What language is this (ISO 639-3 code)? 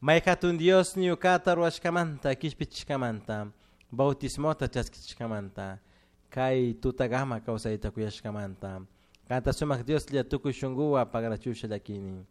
qug